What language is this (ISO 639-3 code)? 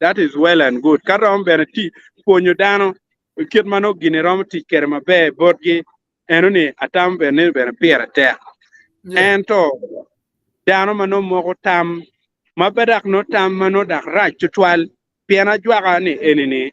ach